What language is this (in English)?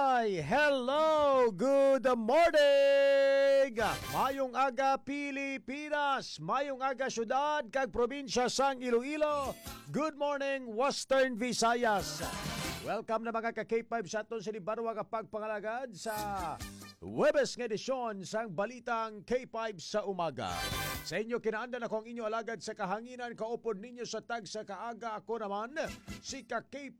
Hiligaynon